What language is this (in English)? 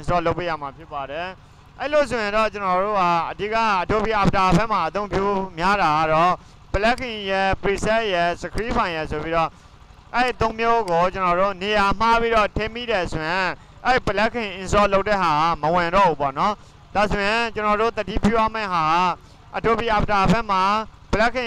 Burmese